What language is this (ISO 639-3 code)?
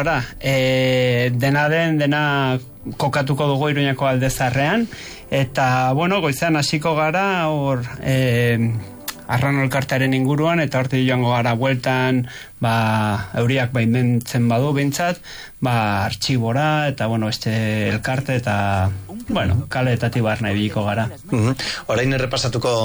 eus